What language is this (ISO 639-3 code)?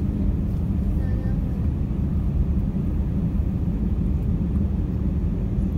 jpn